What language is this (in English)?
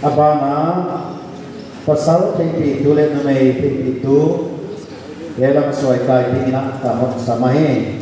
Paite Chin